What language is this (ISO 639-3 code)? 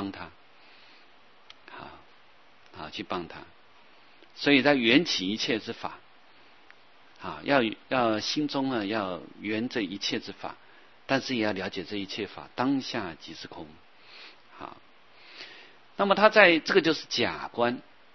zho